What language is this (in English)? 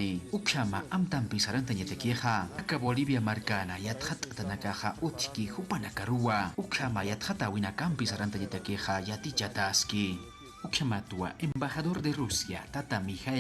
Aymara